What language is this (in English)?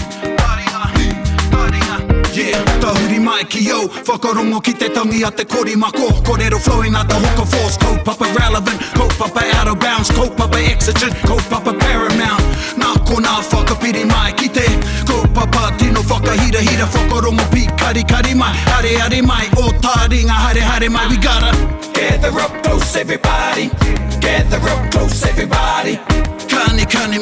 Māori